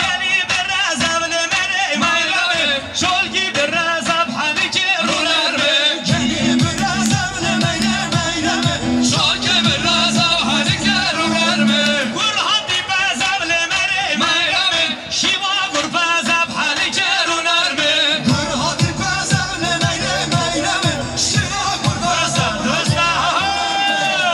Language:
Kurdish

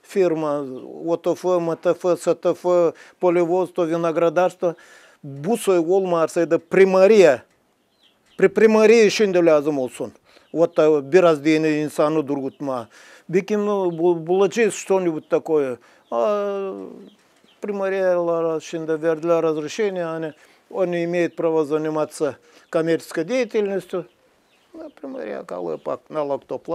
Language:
Gagauz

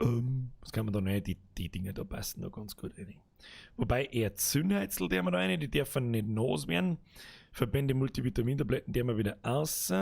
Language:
Bavarian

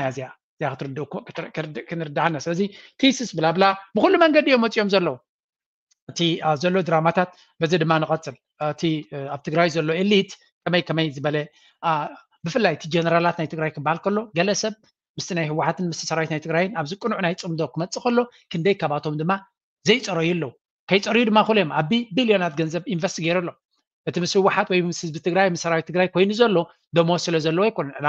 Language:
Tigrinya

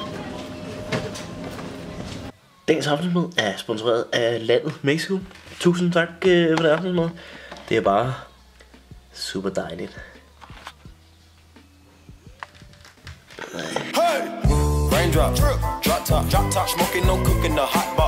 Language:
Danish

